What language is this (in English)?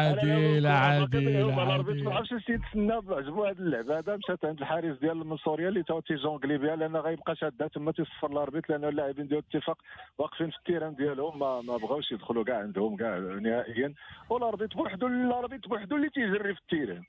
Moroccan Arabic